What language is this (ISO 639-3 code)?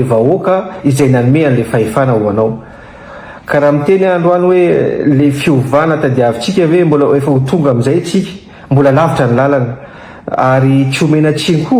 mlg